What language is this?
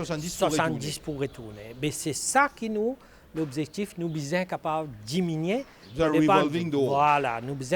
Morisyen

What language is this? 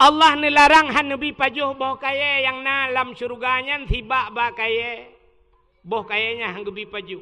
Achinese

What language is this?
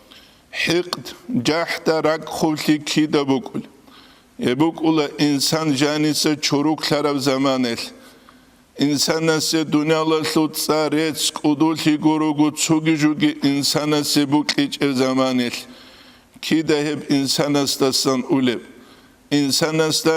Avaric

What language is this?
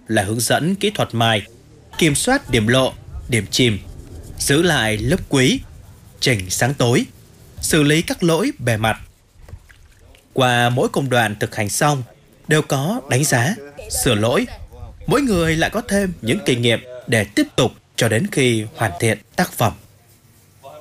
Vietnamese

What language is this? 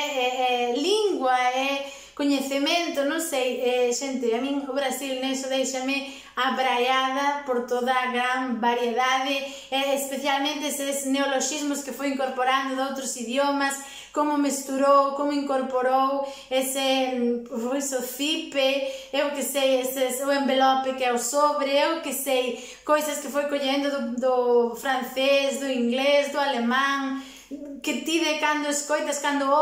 Galician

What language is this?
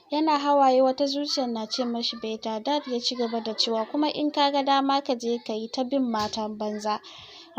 Hausa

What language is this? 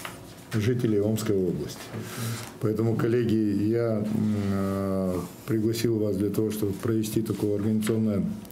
Russian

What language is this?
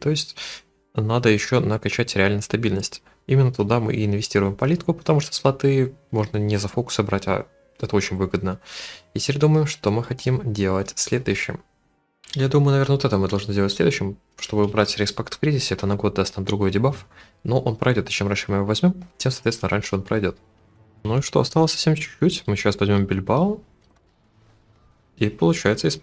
Russian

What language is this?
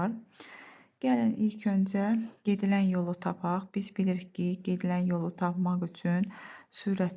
Azerbaijani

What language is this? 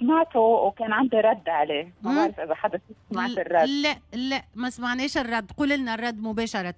Tunisian Arabic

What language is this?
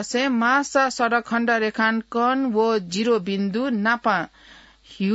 Newari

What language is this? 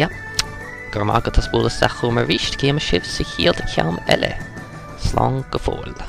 Irish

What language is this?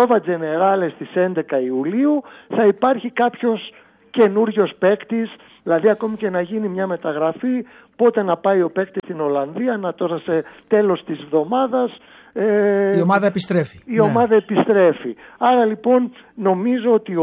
Greek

